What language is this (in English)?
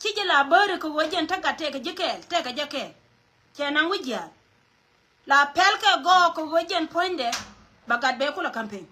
Nuer